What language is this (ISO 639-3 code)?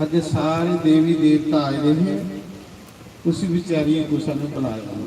doi